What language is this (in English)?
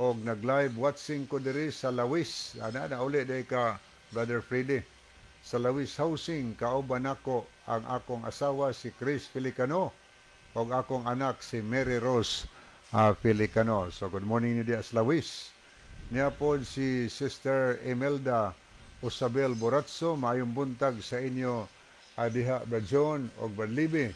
Cebuano